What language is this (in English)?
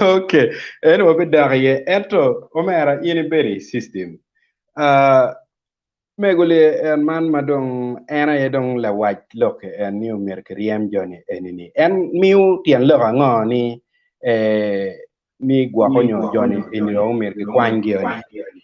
Acoli